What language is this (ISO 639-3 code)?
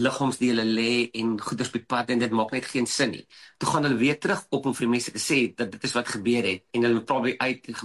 afr